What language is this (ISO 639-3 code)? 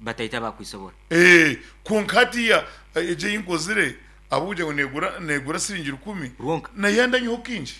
nyn